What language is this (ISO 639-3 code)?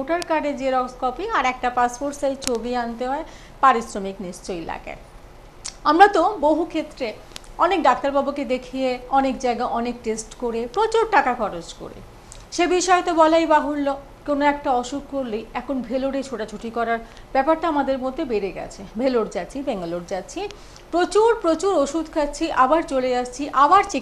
ben